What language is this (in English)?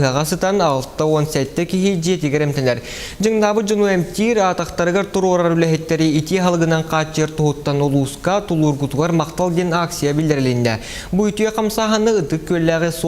Yakut